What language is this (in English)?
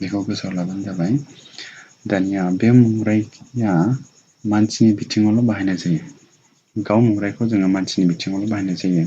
Bodo